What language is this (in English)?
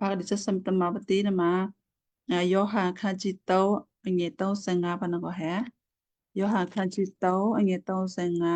Western Kayah